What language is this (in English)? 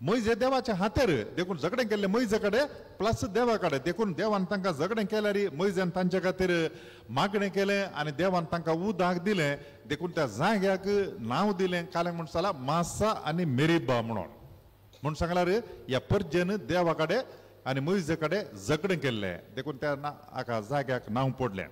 Konkani